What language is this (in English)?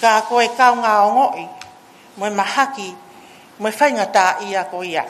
Tongan